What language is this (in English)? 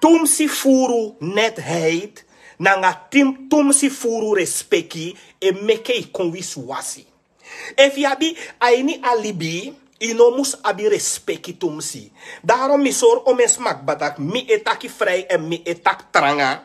Sranan Tongo